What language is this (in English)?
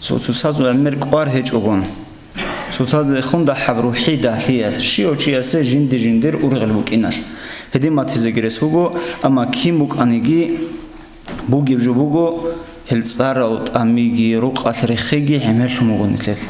Avaric